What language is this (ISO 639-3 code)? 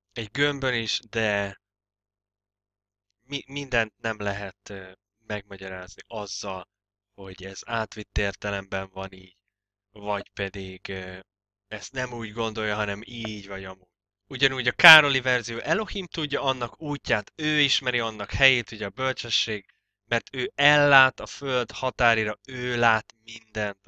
hun